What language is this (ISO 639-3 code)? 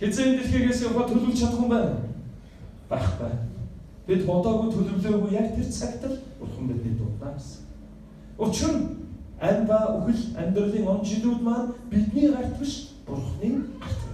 mon